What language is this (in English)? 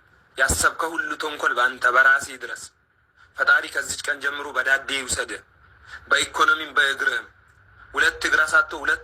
Amharic